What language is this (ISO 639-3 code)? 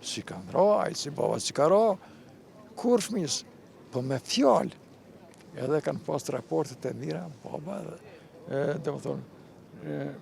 sqi